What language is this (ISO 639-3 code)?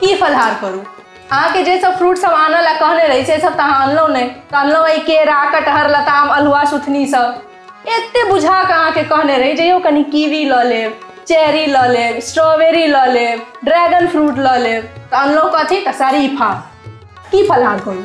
mai